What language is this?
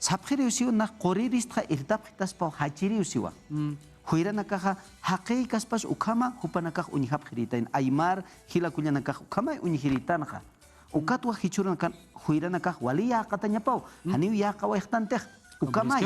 Aymara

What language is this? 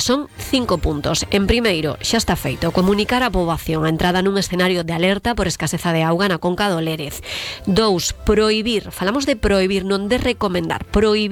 Galician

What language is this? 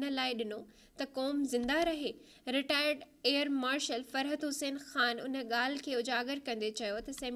Sindhi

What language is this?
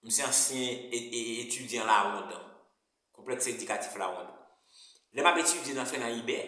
Haitian Creole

